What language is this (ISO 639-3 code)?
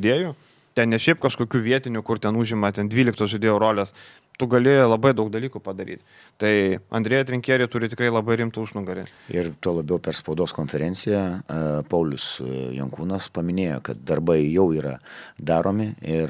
lit